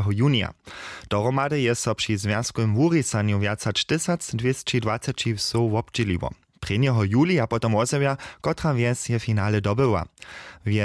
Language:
Upper Sorbian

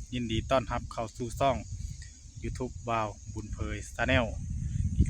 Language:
Northeastern Thai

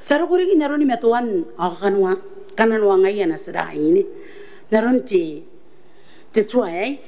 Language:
Gilbertese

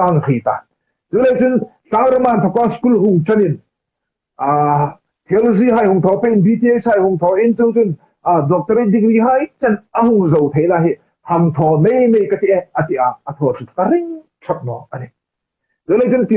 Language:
Hmar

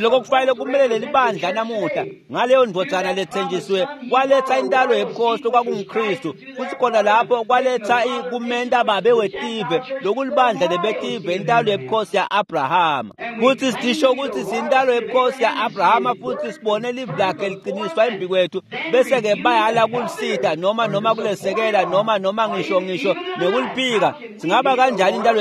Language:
Swati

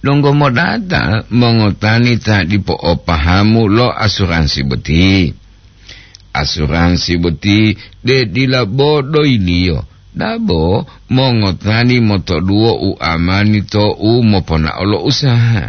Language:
Gorontalo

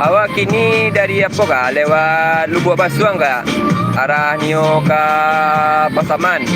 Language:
Minangkabau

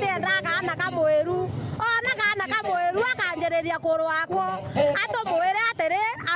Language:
Meru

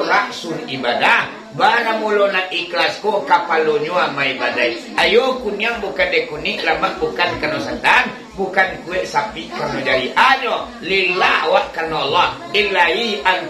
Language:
Minangkabau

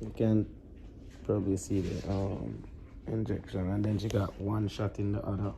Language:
Jamaican Creole English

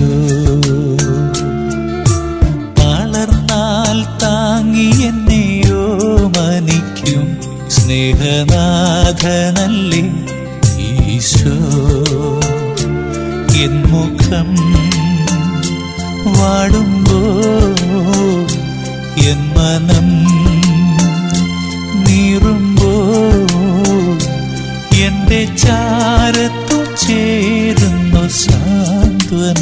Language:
Malayalam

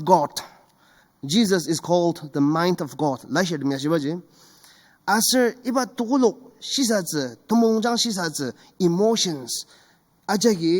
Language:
Ao Naga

